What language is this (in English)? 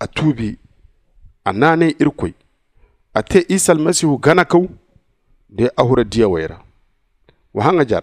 Zarma